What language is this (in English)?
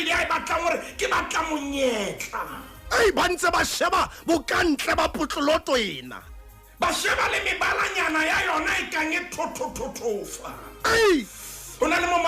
Southern Sotho